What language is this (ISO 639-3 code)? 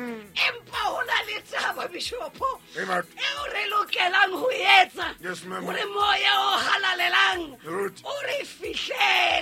sot